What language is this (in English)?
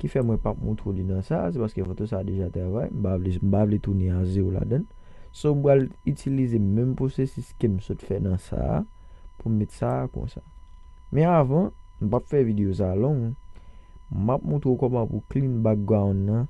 Haitian Creole